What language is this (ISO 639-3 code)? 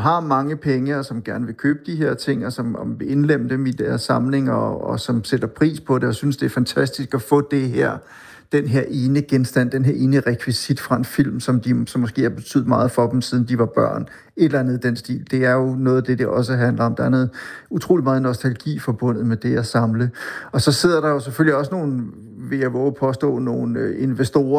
dan